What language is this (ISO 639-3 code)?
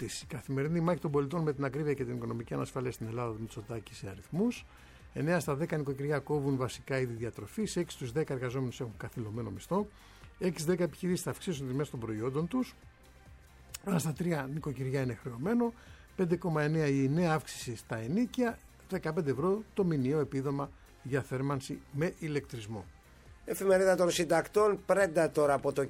ell